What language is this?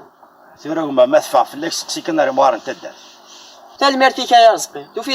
Kabyle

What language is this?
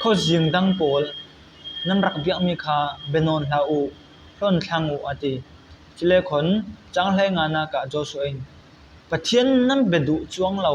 Falam Chin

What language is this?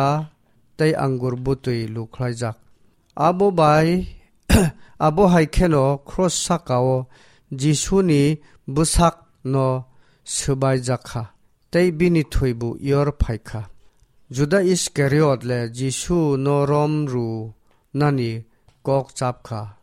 Kok Borok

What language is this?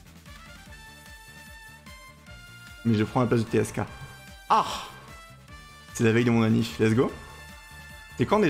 French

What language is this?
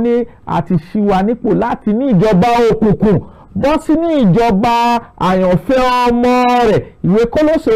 Yoruba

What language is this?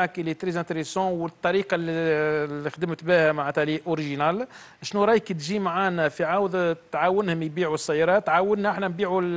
Tunisian Arabic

